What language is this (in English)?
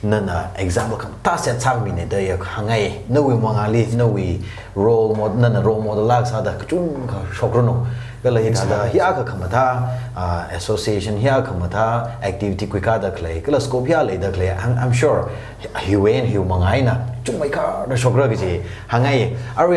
Tangkhul Naga (India)